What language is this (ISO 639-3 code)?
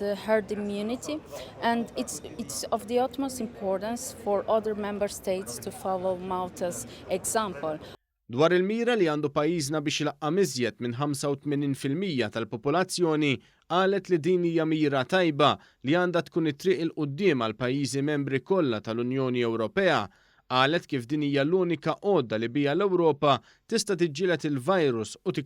mlt